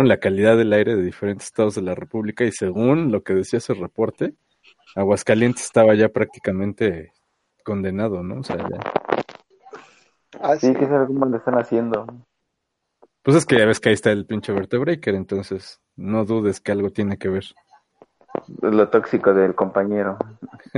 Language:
Spanish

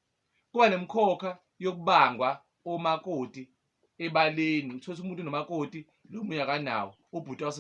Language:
Zulu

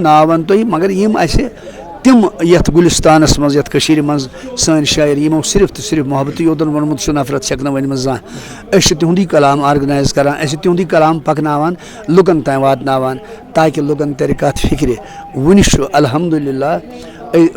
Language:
Kashmiri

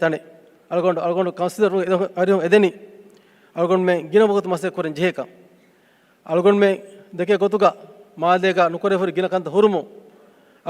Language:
Divehi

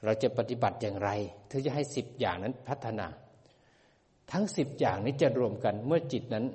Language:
Thai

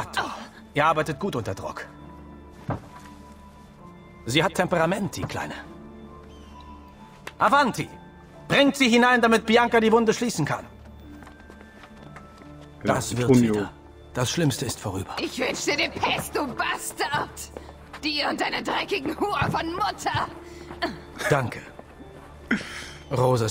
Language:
German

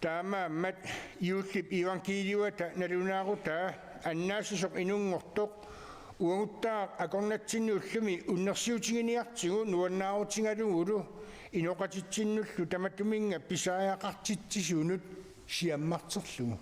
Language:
Kalaallisut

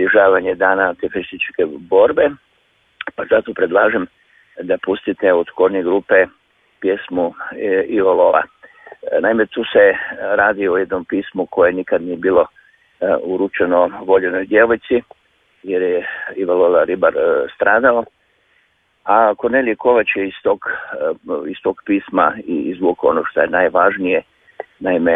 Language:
Croatian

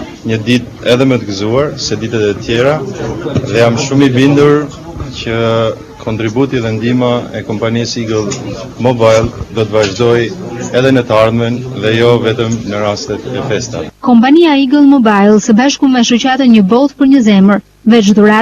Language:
Albanian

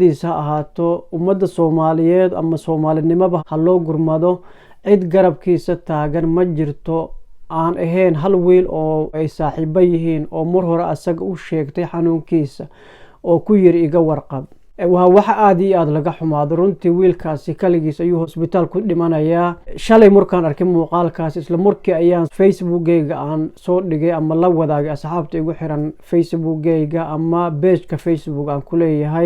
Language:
Somali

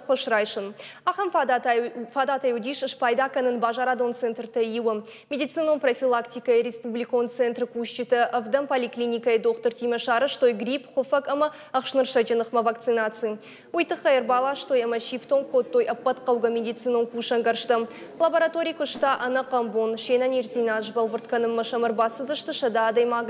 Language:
Ossetic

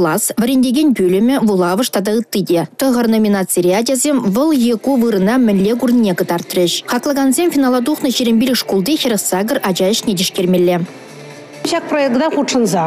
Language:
Chuvash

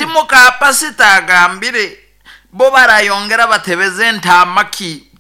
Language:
Nyoro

